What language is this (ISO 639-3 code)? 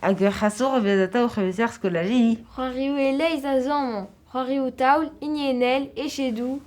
bre